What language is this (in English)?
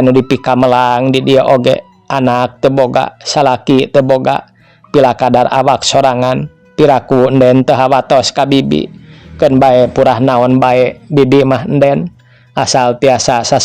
Sundanese